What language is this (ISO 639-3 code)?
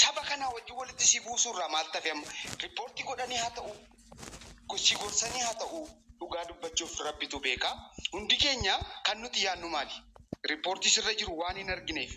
orm